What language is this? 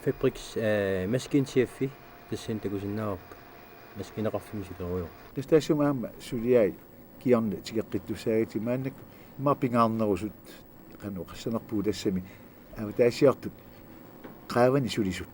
Kalaallisut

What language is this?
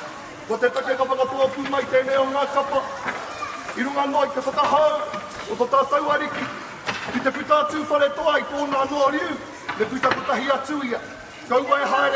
Māori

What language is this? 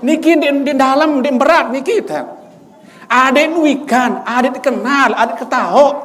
Sasak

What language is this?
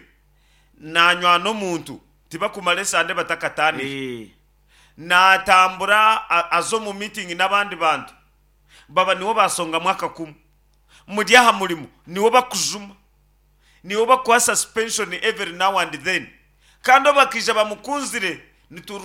Nyankole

